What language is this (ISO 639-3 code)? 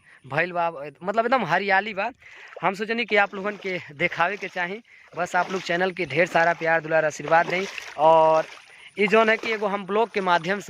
bho